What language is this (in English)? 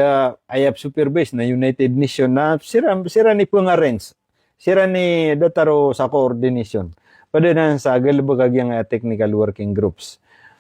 Maranao